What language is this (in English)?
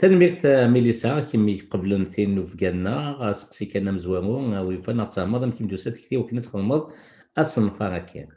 Kabyle